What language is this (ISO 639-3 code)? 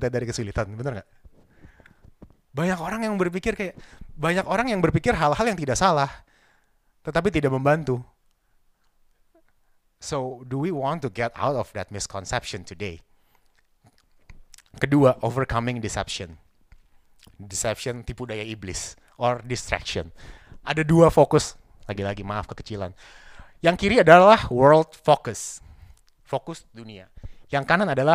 ind